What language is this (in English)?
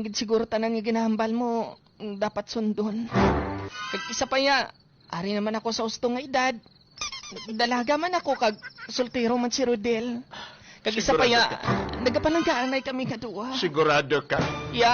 Hiligaynon